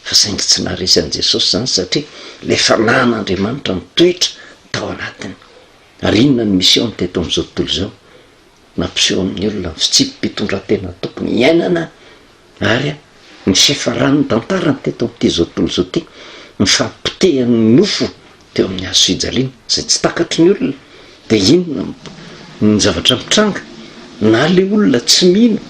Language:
Malagasy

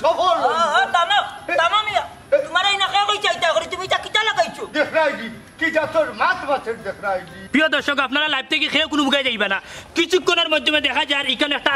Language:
Sylheti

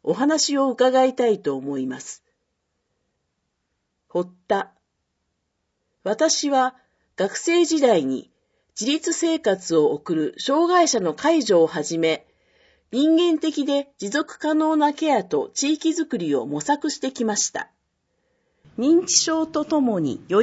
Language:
Japanese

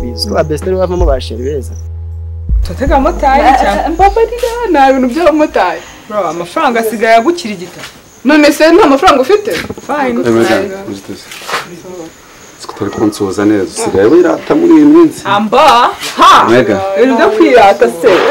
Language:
Kinyarwanda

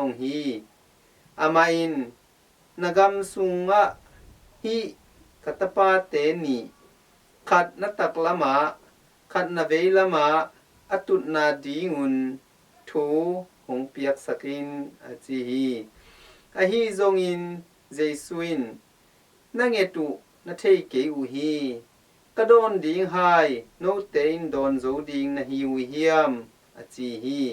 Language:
Tedim Chin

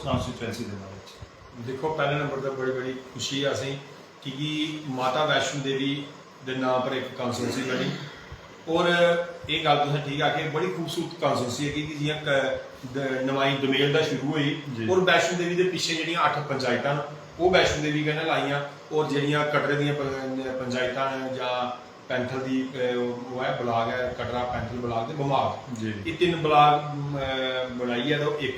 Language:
Dogri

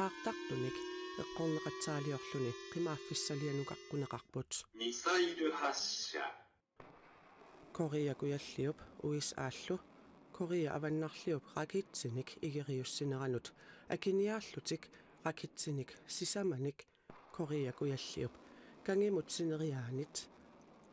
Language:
Kalaallisut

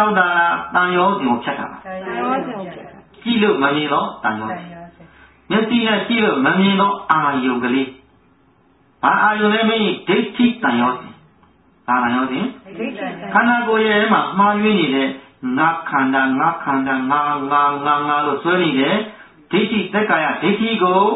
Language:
Burmese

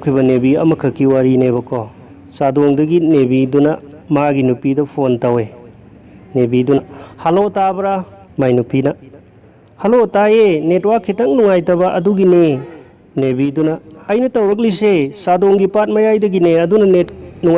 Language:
Manipuri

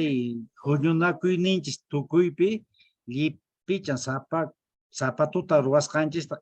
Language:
Quechua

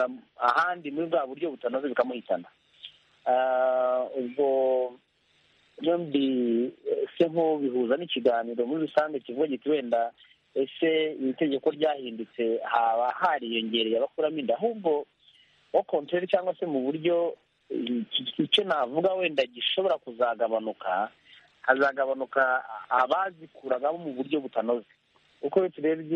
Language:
Kinyarwanda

